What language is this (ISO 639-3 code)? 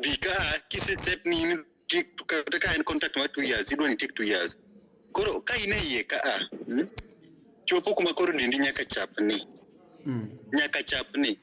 luo